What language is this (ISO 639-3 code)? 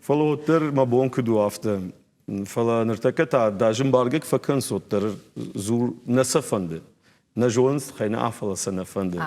oss